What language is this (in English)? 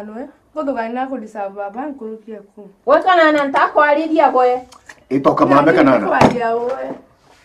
Meru